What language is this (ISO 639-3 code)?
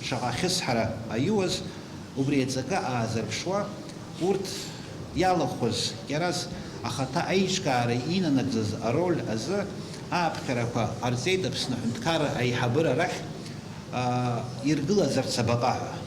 abk